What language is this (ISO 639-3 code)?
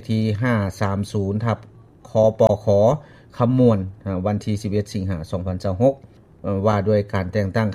lao